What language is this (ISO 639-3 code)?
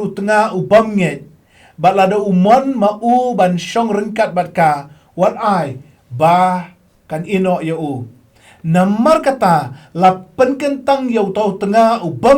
kha